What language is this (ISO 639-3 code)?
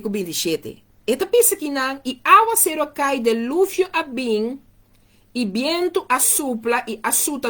pap